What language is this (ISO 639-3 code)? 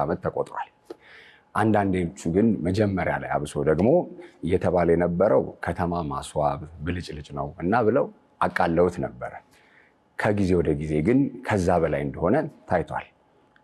amh